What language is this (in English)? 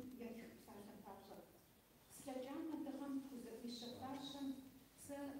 Kabardian